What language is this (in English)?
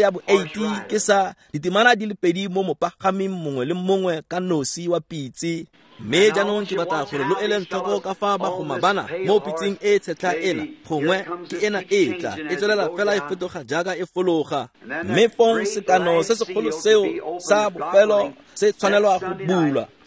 Tswana